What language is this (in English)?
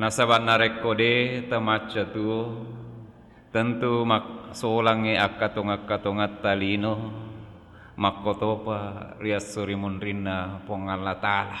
Buginese